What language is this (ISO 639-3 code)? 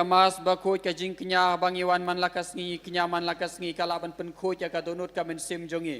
kha